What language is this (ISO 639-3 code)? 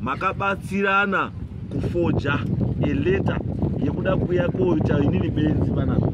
sna